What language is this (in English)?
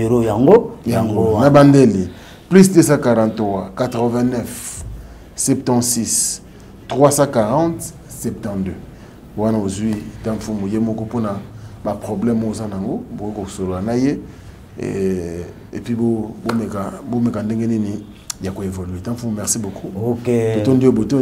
Lingala